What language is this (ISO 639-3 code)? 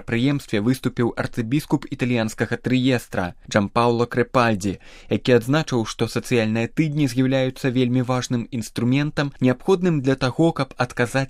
bel